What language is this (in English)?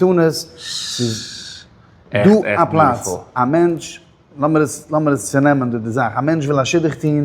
Yiddish